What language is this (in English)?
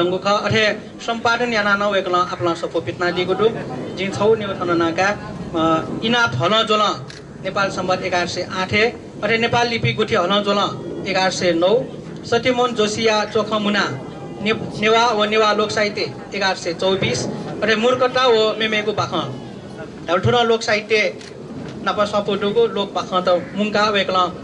Newari